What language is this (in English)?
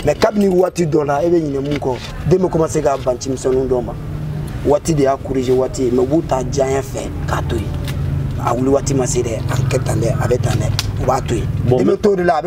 Bambara